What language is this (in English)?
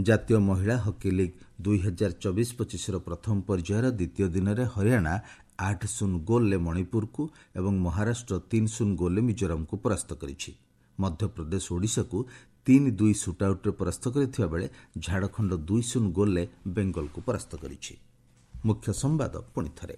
Odia